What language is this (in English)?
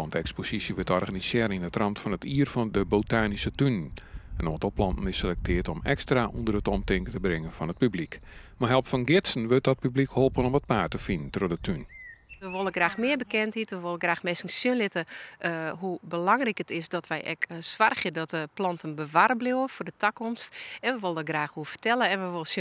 Western Frisian